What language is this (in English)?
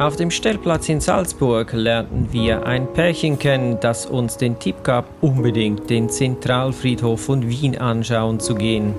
Swiss German